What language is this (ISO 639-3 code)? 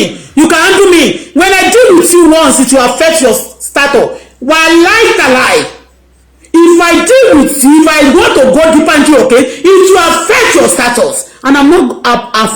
yor